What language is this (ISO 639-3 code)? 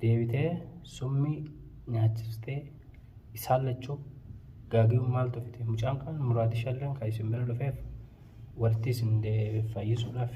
orm